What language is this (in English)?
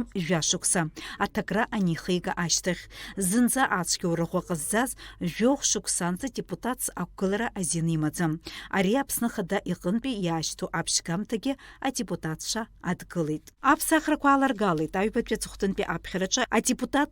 Abkhazian